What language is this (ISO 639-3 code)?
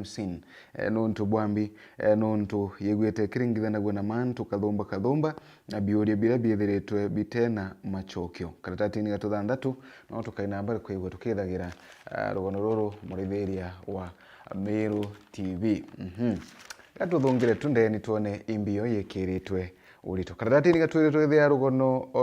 mer